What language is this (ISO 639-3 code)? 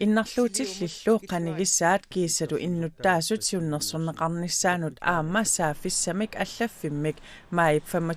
kal